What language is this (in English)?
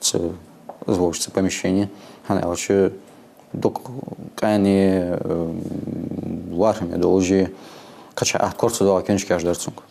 Ingush